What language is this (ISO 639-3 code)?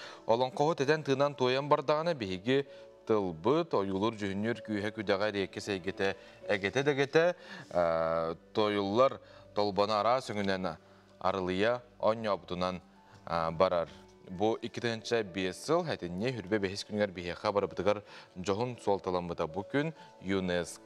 sah